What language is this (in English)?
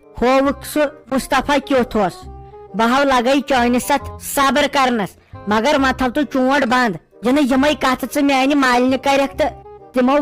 Kashmiri